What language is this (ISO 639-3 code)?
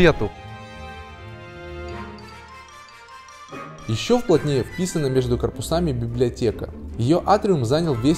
rus